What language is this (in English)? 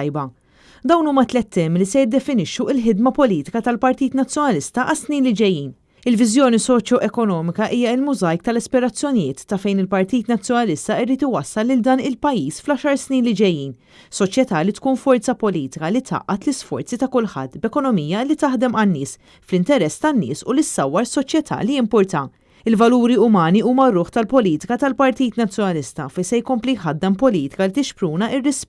Maltese